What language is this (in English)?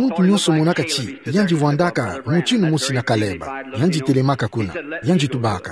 Kituba (Democratic Republic of Congo)